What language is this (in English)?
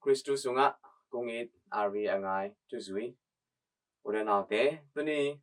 Tedim Chin